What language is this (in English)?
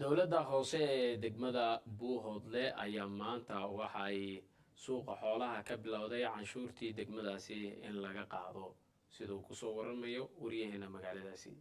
Somali